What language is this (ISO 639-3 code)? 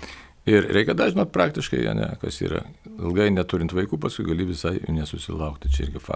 lit